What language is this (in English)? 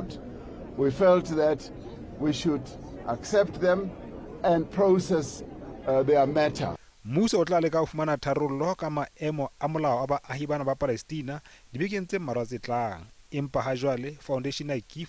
Southern Sotho